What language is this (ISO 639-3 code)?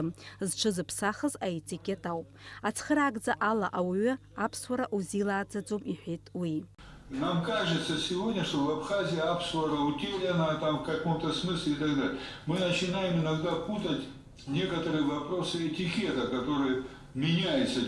abk